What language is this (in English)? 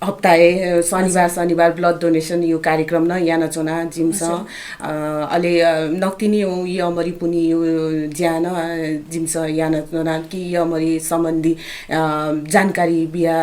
Newari